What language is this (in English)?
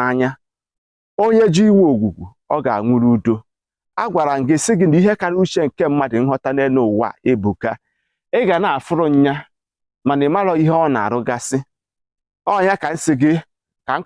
Igbo